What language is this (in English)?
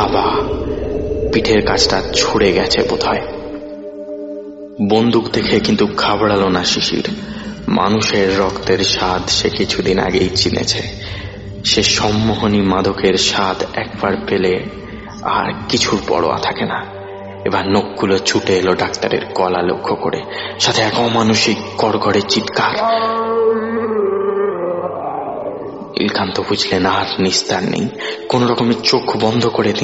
Bangla